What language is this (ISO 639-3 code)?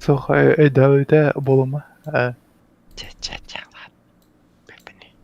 sah